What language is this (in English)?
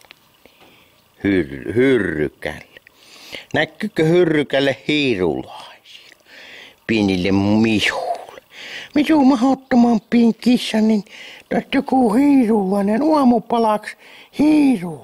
Finnish